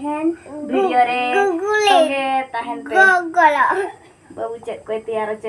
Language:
Santali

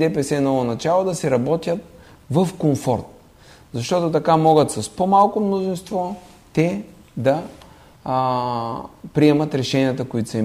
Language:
Bulgarian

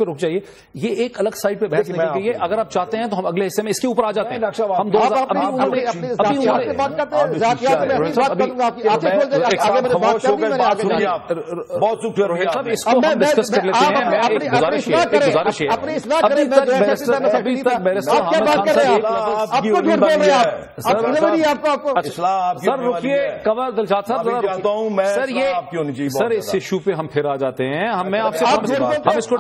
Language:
Urdu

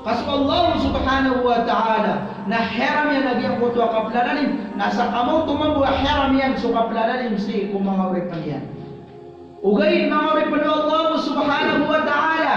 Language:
Maranao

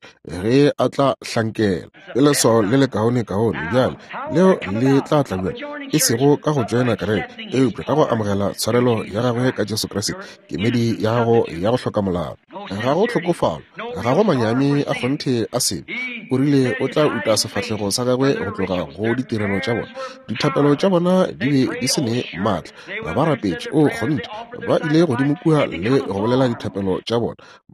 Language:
Northern Sotho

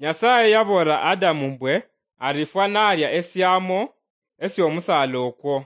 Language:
Luyia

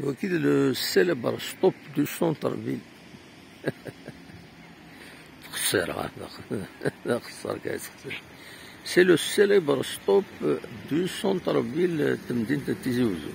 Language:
Kabyle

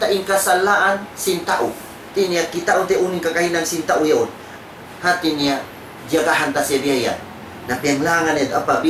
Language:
Tausug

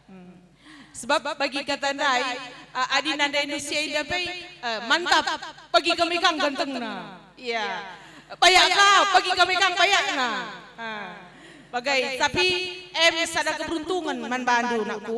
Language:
Batak Karo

